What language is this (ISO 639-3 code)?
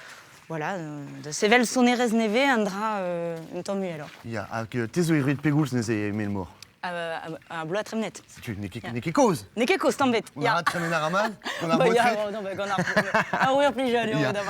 bre